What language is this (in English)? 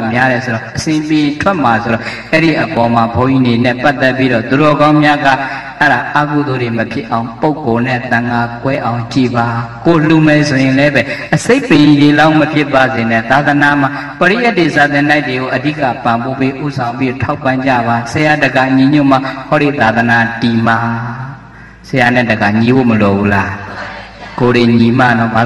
Burmese